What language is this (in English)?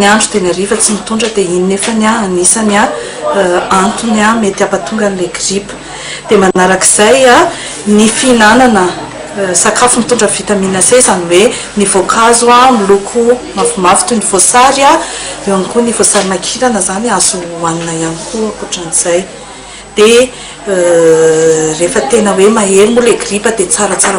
Malagasy